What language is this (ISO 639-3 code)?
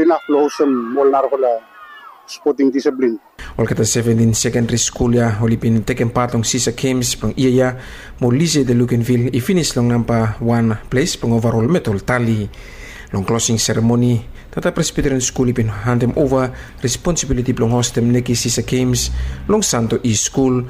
bis